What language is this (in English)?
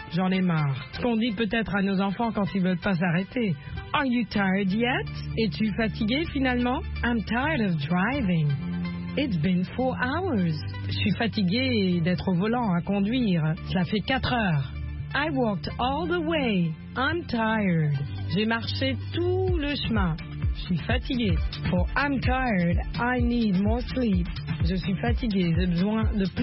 French